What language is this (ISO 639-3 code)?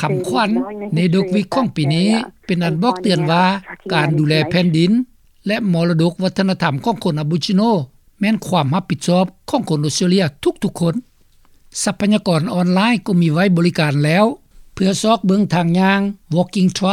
lao